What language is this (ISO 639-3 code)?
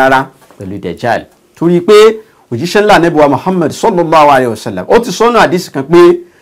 yor